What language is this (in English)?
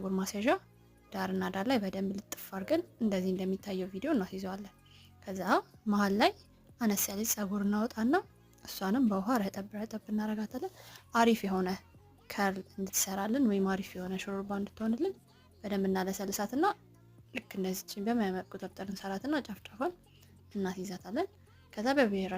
Amharic